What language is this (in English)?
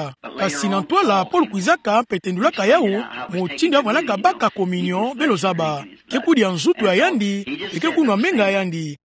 Kituba (Democratic Republic of Congo)